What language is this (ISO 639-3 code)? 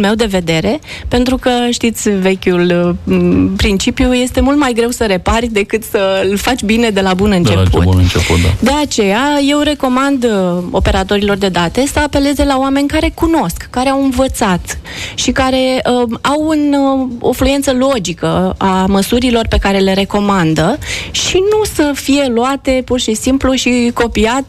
ron